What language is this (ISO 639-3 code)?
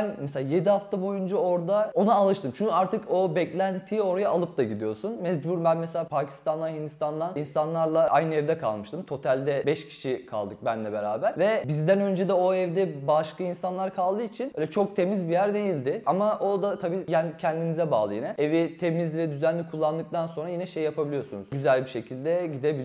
tur